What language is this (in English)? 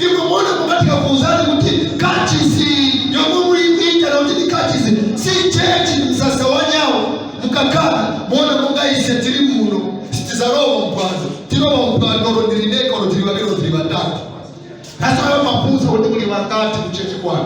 Nyanja